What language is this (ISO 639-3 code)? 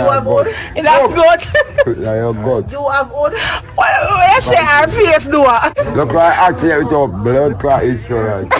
jam